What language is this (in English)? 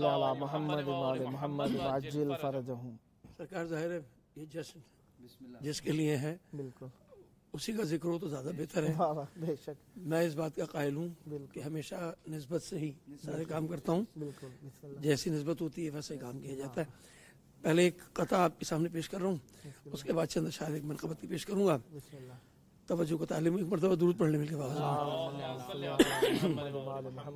Urdu